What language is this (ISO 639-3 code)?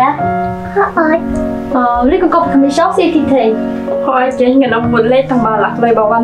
kha